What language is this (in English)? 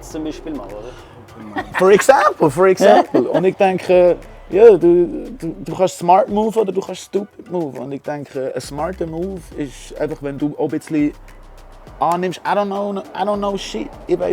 Swiss German